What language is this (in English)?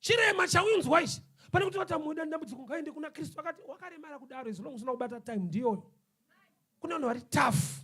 Shona